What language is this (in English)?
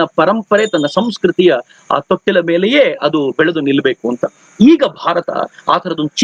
Kannada